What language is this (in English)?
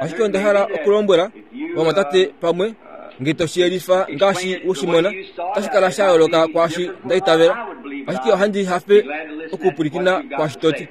Kuanyama